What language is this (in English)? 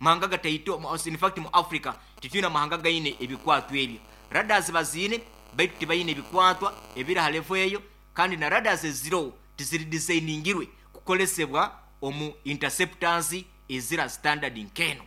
Nyoro